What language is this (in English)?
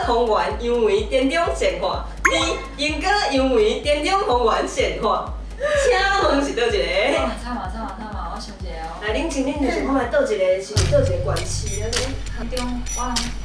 Min Nan Chinese